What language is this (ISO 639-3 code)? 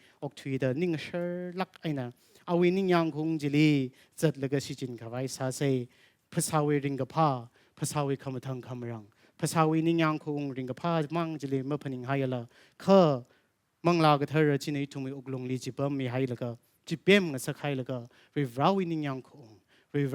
nmf